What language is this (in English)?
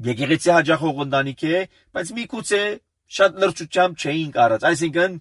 Armenian